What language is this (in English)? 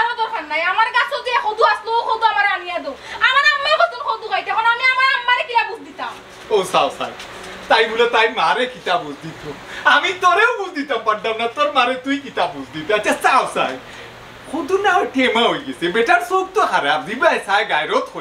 Sylheti